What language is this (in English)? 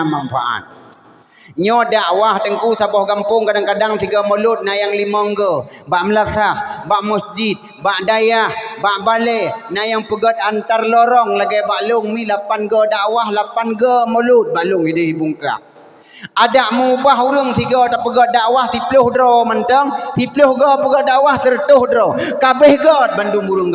Achinese